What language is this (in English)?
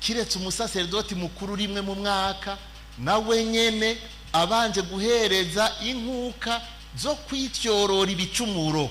Rundi